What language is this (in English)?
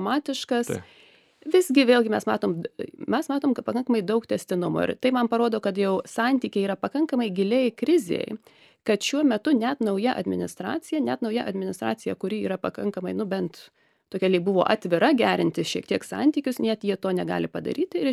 Lithuanian